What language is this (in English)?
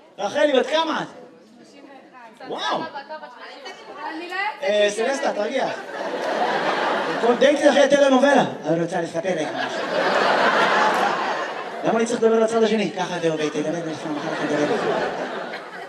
Hebrew